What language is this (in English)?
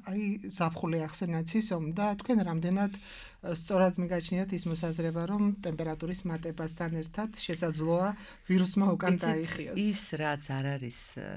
Georgian